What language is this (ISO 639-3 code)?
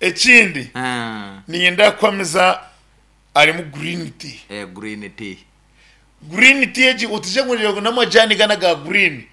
nyn